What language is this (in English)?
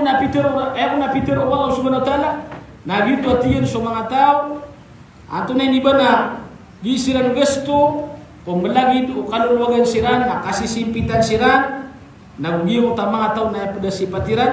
Maranao